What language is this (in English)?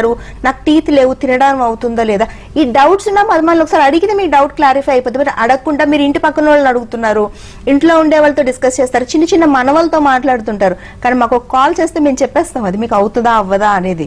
Telugu